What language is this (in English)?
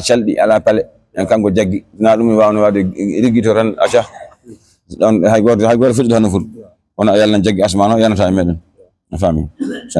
Fula